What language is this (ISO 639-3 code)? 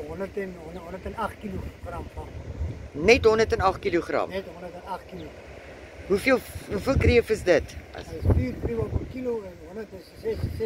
afr